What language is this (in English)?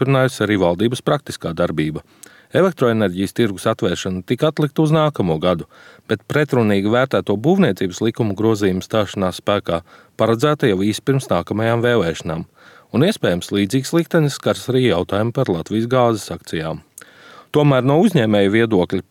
Latvian